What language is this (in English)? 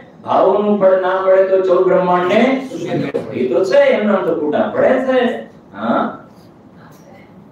Gujarati